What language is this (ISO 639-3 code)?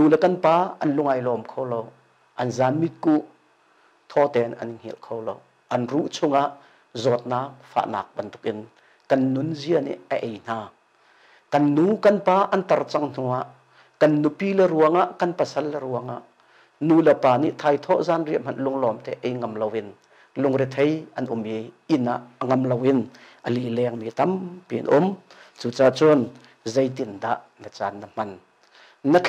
cnh